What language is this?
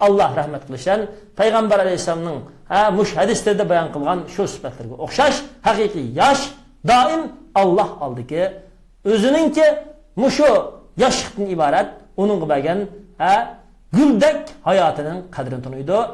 Uyghur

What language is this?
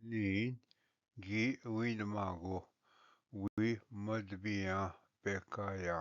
Ojibwa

